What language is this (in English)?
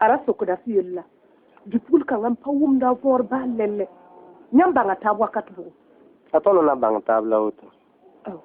Mossi